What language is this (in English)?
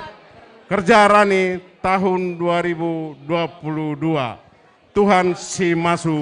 Batak Karo